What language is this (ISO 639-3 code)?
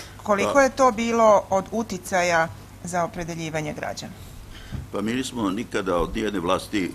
srp